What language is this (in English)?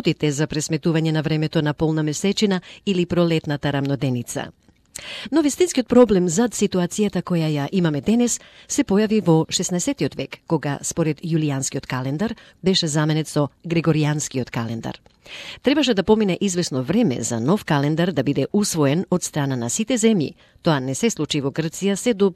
Macedonian